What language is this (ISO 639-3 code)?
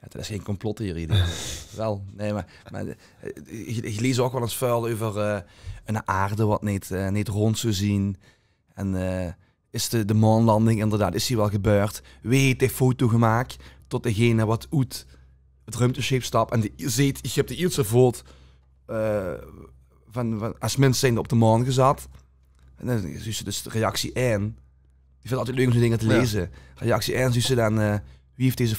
lim